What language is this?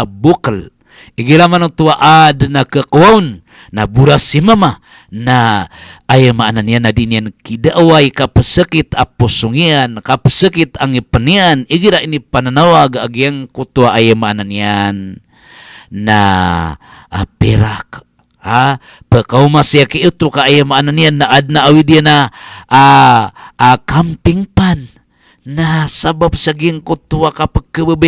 Maranao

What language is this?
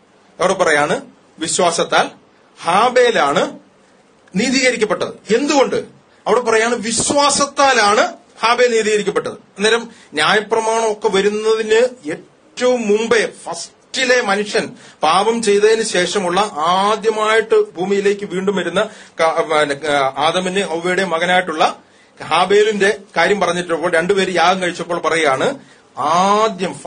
Malayalam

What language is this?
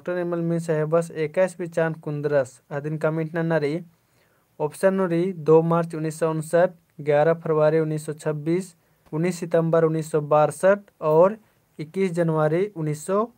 Kurukh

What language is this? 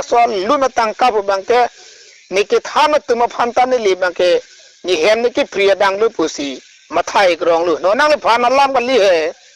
Karbi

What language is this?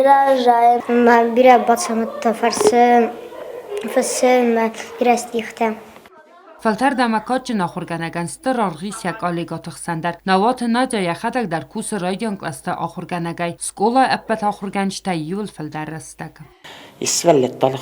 Ossetic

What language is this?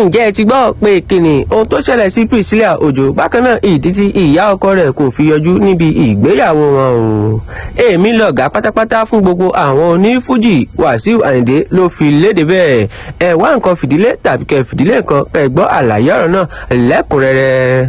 Yoruba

